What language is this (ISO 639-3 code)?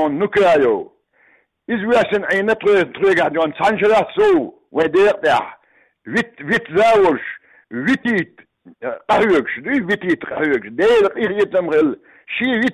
che